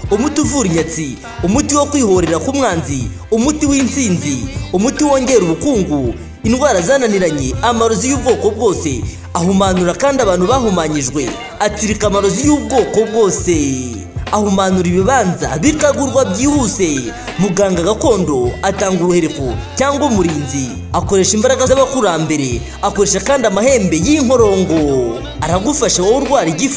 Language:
Kinyarwanda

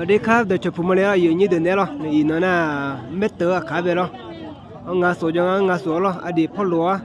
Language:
Akha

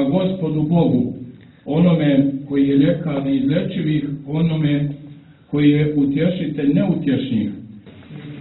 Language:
Bosnian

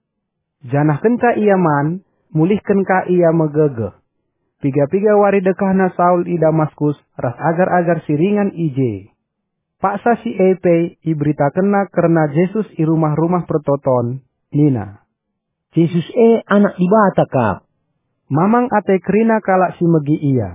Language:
Batak Karo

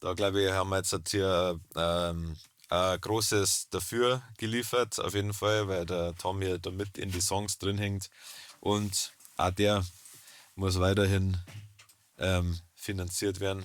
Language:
Bavarian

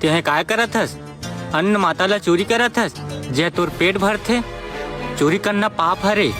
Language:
Chhattisgarhi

